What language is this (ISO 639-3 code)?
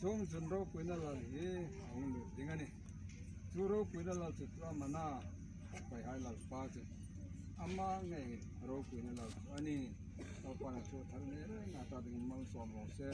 hmr